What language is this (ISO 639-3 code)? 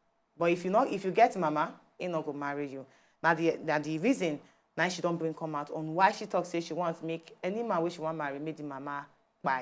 pcm